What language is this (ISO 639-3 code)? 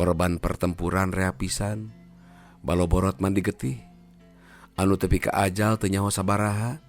sun